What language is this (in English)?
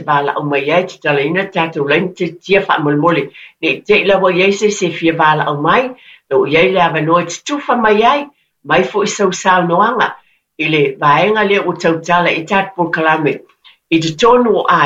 Samoan